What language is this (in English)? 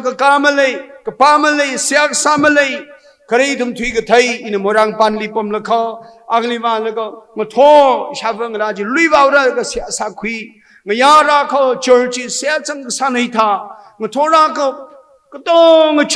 Tangkhul Naga (India)